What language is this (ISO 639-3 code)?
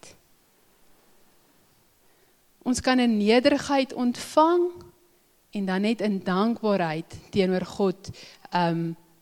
afr